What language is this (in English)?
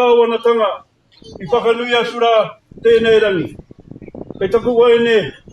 Māori